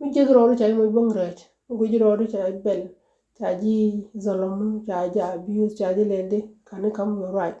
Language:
Nuer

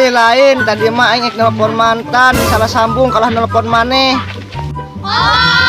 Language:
Sundanese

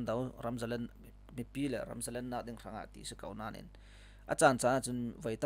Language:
Falam Chin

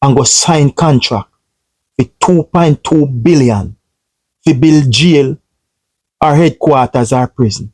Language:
Jamaican Creole English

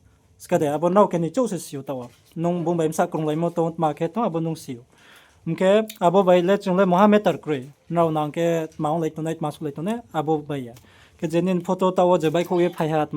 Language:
Riang (India)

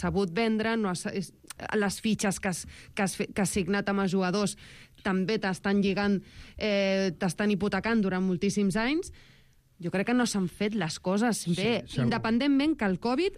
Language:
Catalan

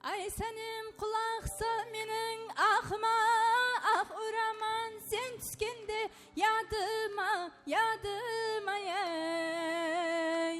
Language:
Kara-Kalpak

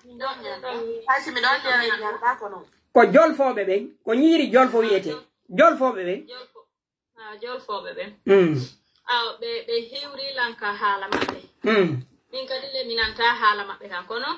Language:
Pular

